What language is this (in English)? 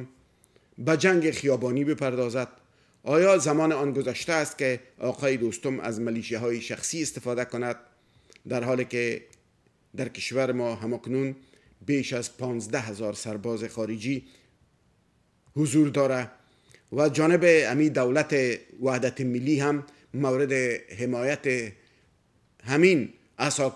Persian